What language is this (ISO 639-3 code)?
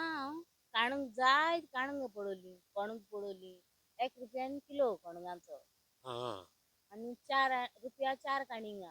kok